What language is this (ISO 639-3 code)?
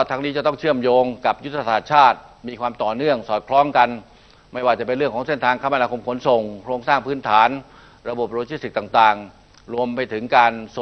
tha